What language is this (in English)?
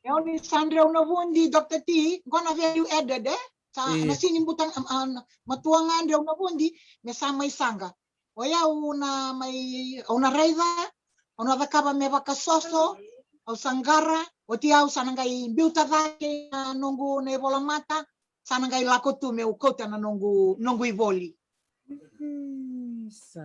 Fijian